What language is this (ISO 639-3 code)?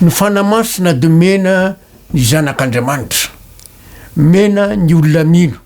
mlg